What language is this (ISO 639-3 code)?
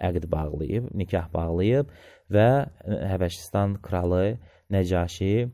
aze